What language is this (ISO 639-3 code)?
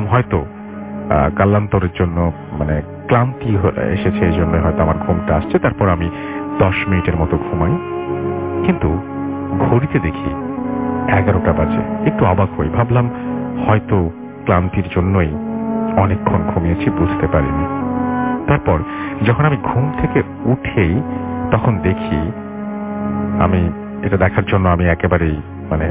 ben